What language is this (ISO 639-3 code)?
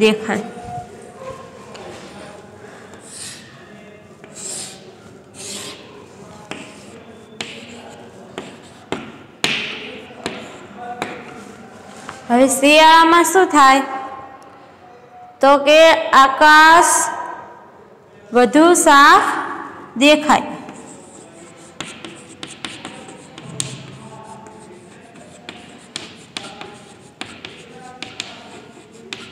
guj